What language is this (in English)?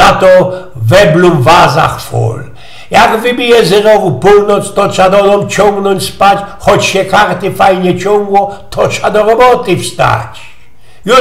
Silesian